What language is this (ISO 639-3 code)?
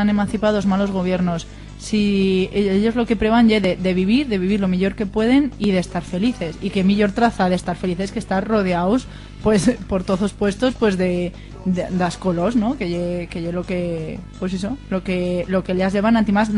arg